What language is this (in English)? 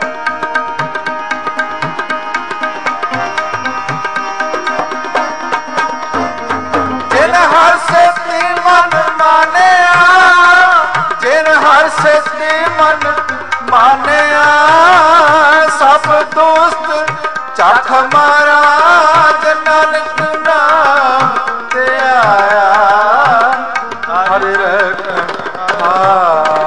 Punjabi